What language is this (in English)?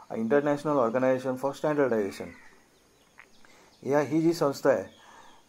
Marathi